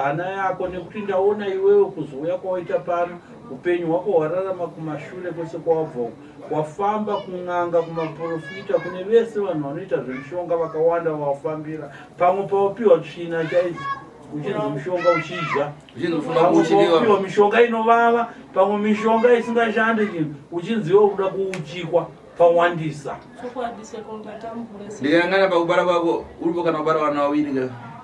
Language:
Shona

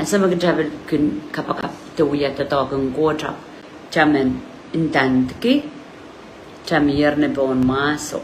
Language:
Pohnpeian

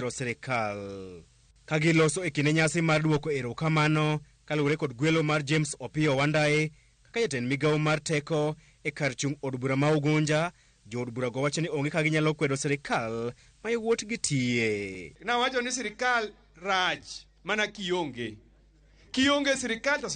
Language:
Luo (Kenya and Tanzania)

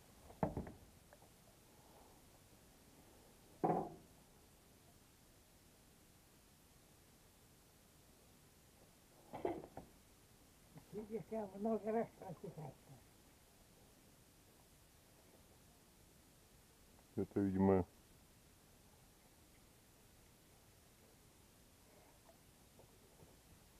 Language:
Russian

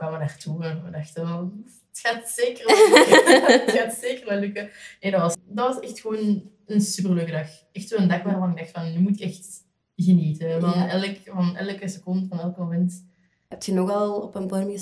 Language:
Dutch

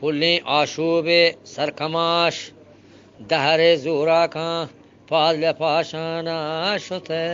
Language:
Eastern Balochi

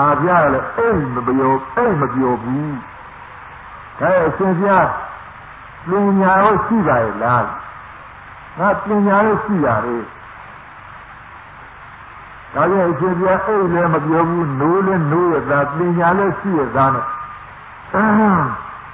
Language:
Burmese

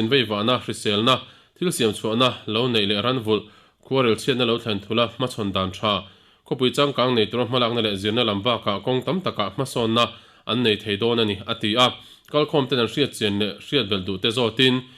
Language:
Mizo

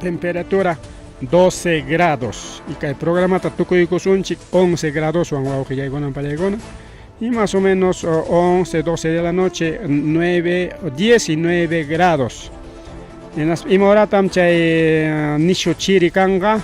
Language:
Ayacucho Quechua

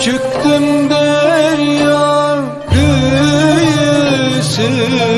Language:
Balkan Romani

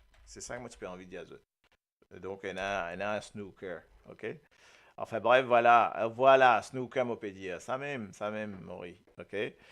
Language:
Morisyen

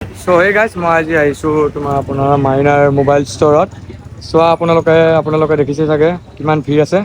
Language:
Assamese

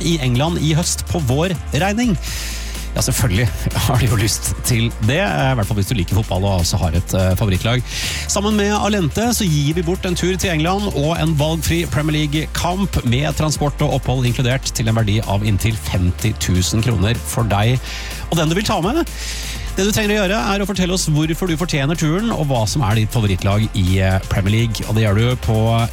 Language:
Norwegian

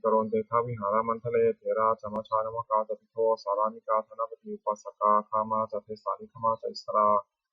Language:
Pali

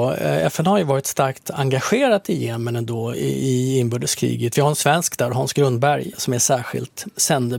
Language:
Swedish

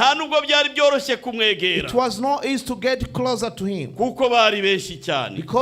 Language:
Kinyarwanda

